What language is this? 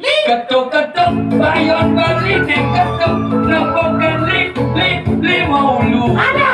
Balinese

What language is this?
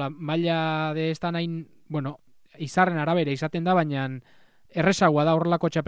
Basque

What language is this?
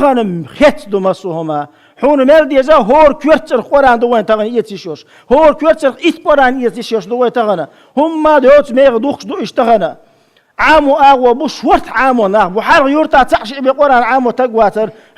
Chechen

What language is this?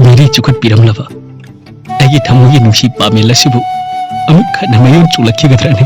Manipuri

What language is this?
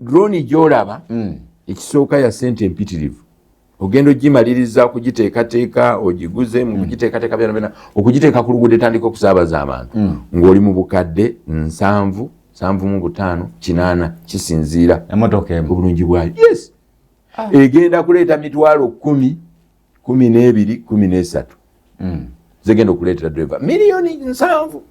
Ganda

